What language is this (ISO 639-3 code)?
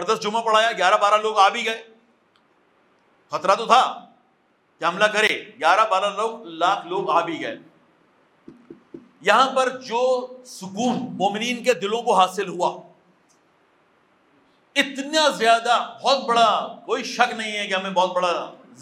urd